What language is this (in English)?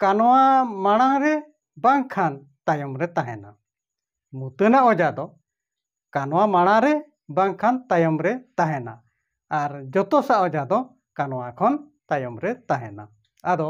Santali